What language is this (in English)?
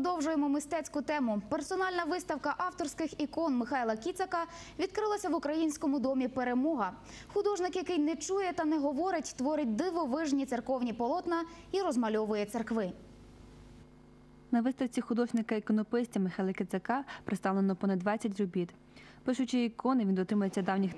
Ukrainian